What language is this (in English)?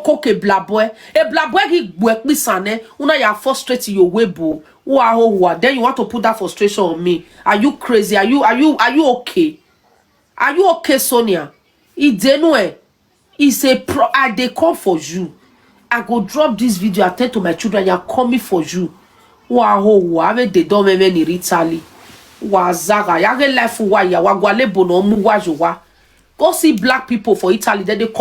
Nigerian Pidgin